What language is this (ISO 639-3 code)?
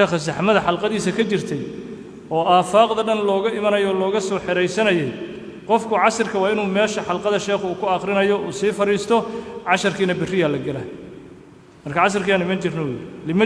som